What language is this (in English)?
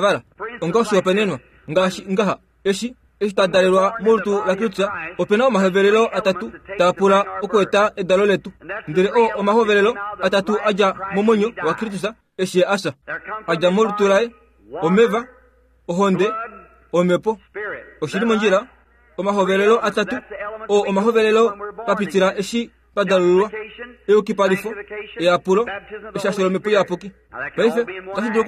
Kuanyama